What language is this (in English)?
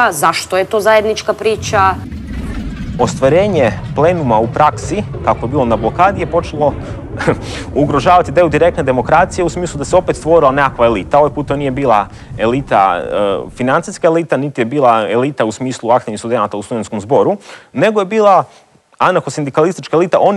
Croatian